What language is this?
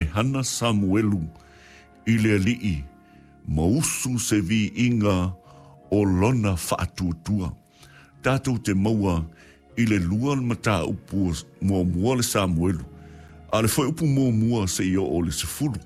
Samoan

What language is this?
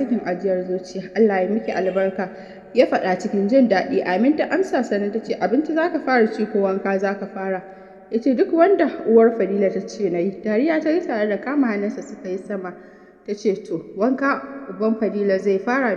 Hausa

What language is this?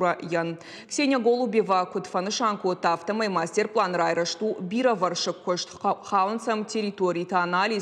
Ossetic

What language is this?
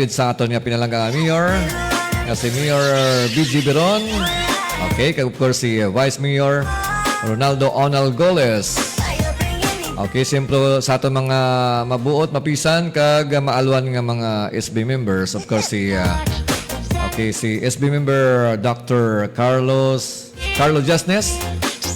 Hiligaynon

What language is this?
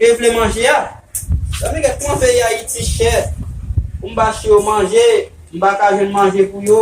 Haitian Creole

